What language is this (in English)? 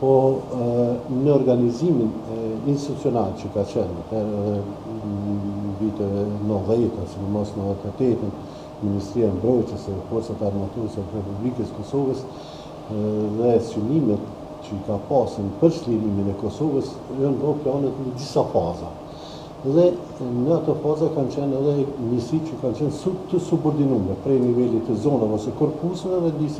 Albanian